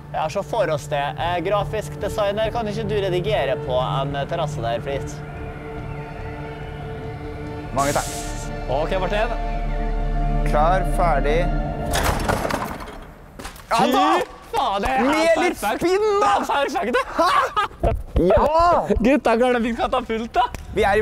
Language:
Norwegian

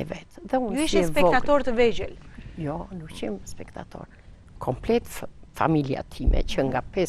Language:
Albanian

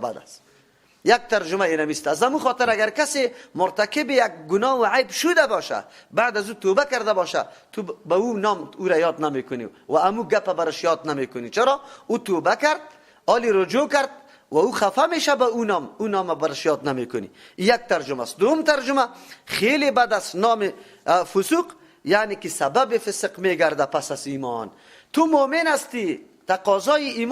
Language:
Persian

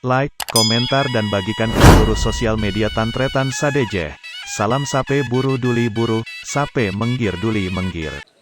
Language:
Madurese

